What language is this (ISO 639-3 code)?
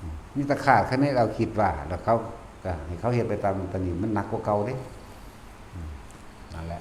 tts